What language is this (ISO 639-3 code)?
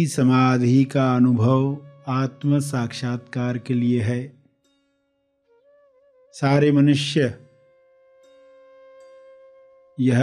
hin